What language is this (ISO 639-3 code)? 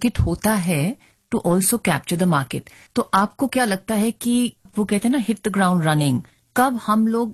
hin